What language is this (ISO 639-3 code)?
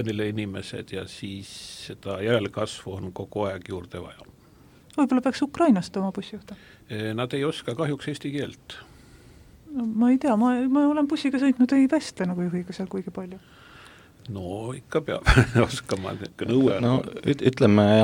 est